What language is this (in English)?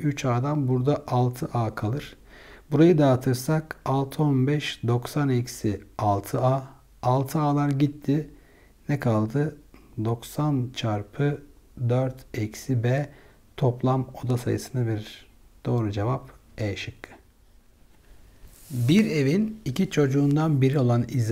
Turkish